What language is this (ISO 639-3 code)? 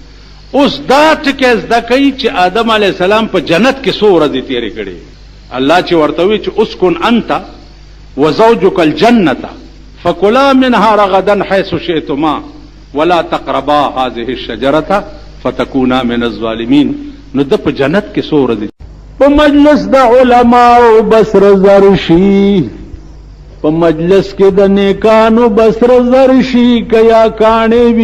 pus